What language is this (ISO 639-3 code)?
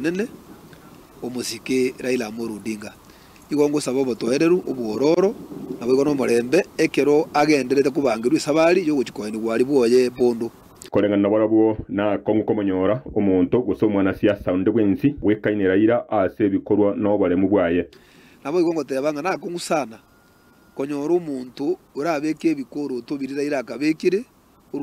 guz